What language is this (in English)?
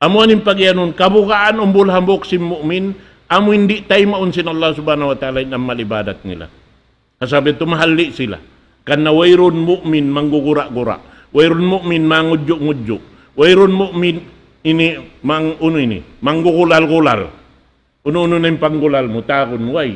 Tausug